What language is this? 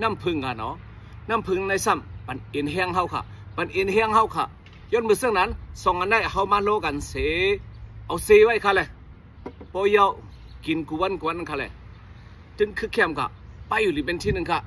Shan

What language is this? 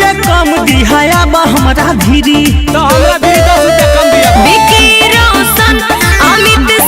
Magahi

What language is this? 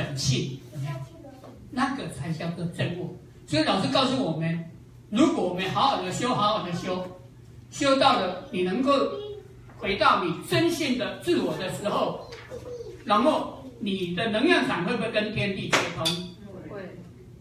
Chinese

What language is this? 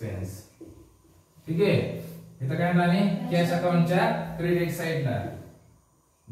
Marathi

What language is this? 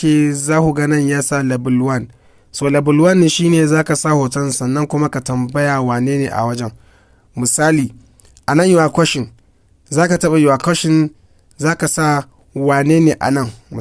Hausa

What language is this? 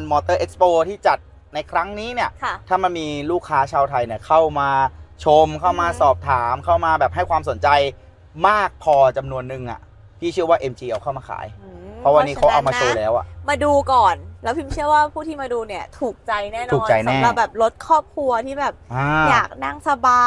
Thai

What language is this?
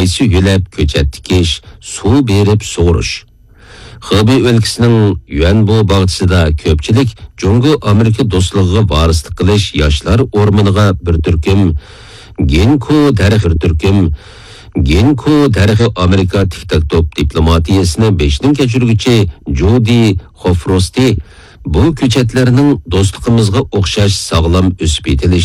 Uyghur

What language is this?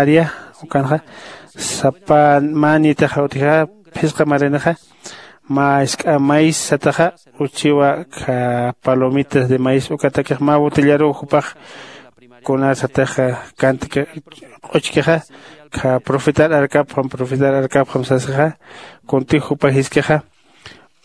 Aymara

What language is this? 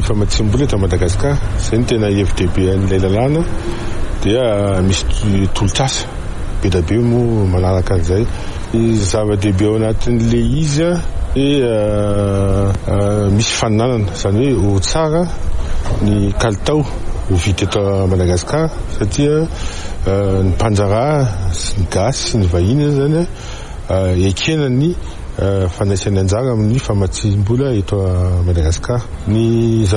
Malagasy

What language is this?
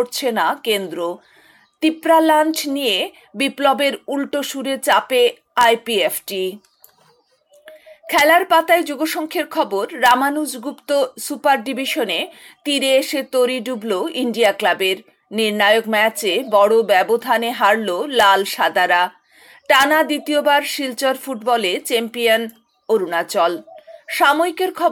Bangla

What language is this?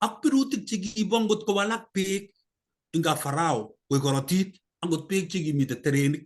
Kalenjin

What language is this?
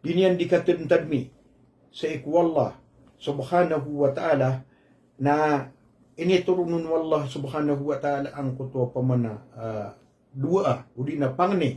Maranao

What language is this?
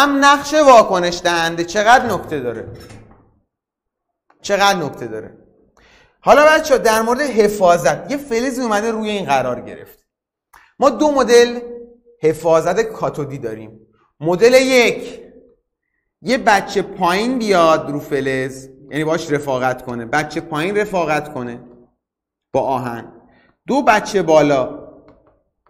Persian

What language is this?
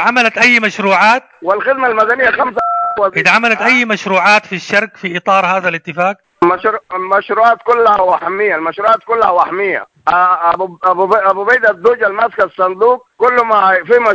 Sudanese Arabic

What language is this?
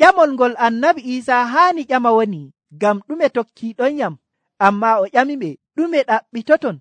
Nigerian Fulfulde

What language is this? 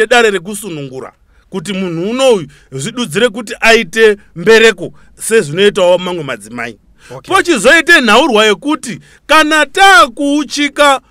Shona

